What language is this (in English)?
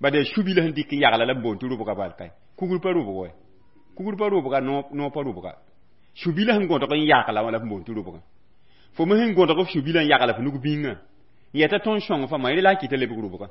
Mossi